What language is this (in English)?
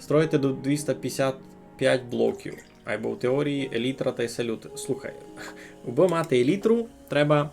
Rusyn